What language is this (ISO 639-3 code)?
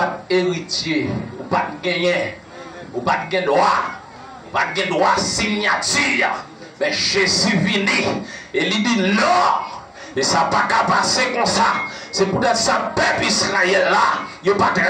hat